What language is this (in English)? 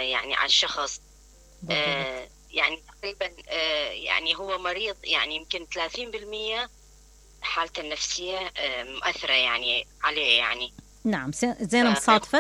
Mesopotamian Arabic